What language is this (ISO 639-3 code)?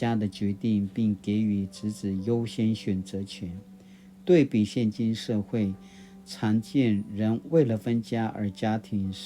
pwn